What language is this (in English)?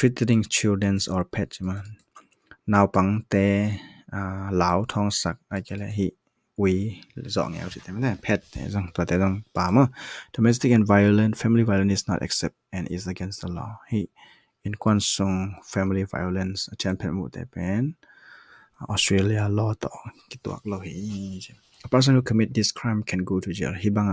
Tedim Chin